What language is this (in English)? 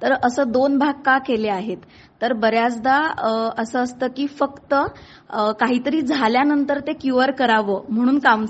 Marathi